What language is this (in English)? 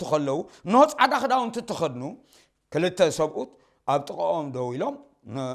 Tigrinya